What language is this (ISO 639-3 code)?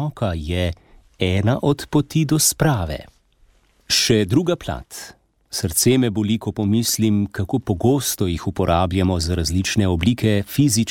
slv